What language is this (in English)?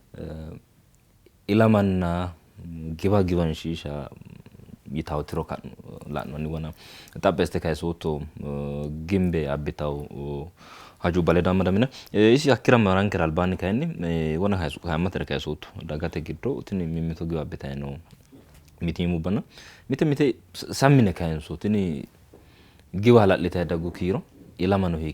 Sidamo